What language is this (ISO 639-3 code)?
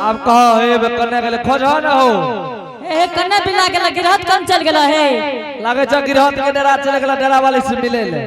anp